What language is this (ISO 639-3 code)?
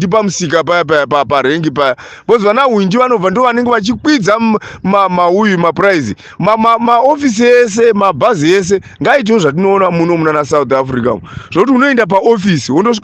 sna